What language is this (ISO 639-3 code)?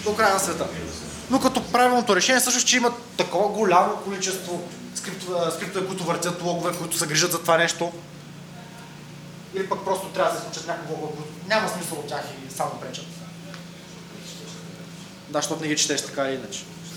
bul